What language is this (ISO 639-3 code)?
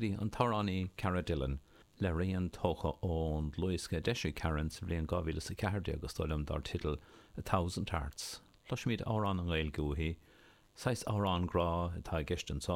gle